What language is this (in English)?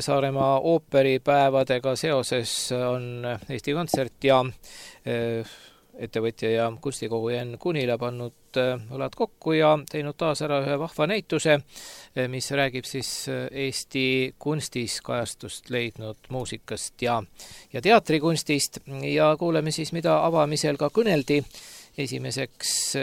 Estonian